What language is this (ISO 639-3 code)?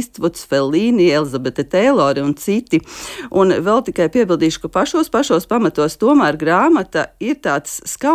lav